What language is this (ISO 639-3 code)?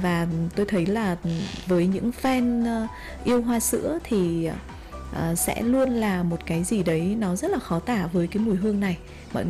vie